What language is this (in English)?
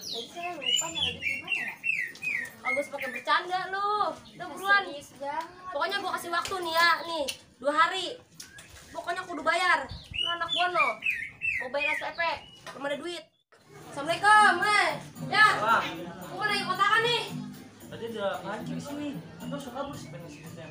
Betawi